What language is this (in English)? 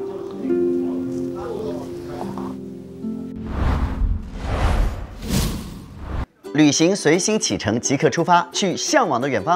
Chinese